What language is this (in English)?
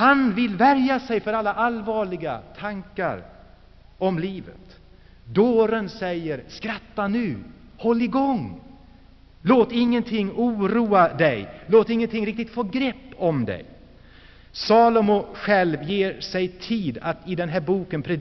Swedish